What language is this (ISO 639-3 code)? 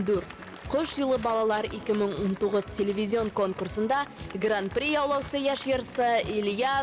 bak